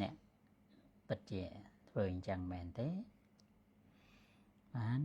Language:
Khmer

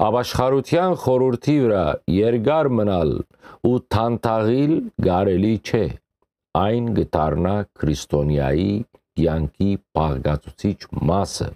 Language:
Western Armenian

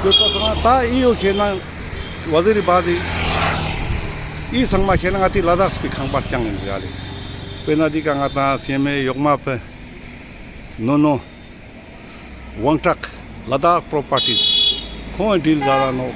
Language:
Ladakhi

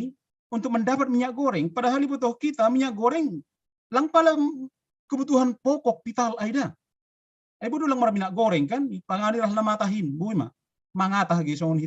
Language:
Batak Simalungun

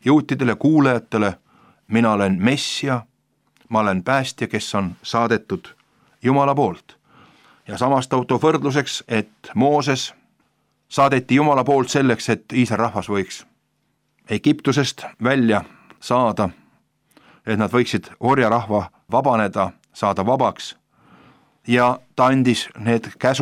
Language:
Estonian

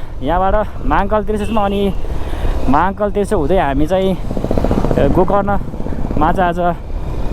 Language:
Nepali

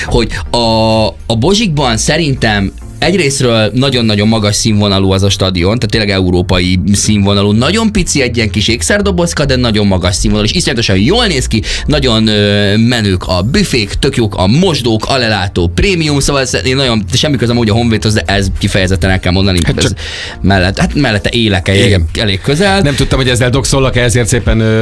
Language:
Hungarian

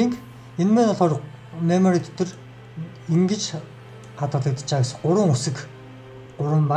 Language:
Mongolian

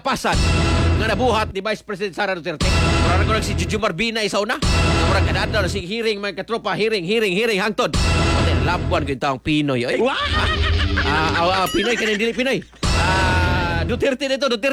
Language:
Cebuano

